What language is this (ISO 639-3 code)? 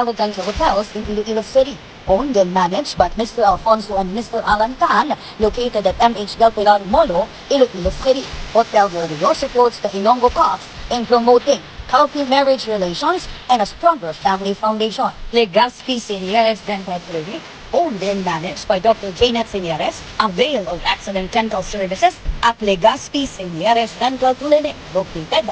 hil